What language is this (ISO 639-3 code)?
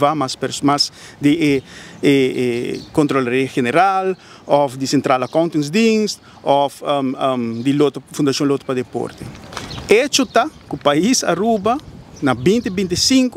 pap